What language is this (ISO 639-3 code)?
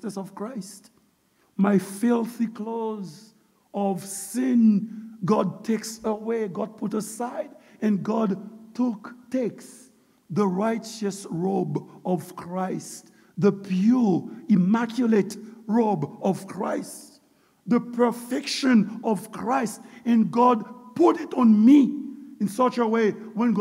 hat